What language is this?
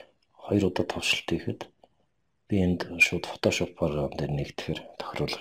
Mongolian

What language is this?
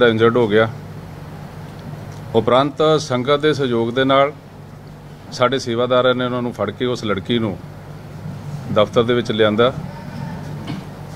Punjabi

